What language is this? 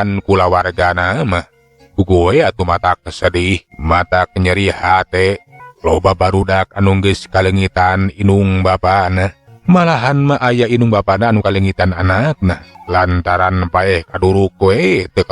Sundanese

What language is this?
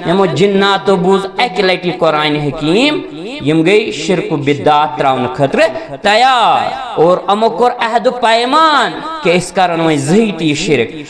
Kashmiri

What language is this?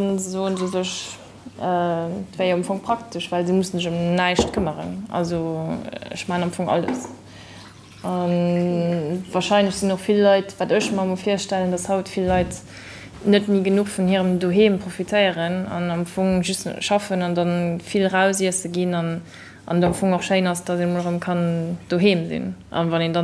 Luxembourgish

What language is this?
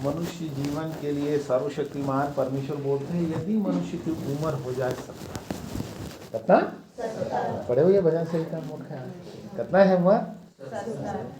Chhattisgarhi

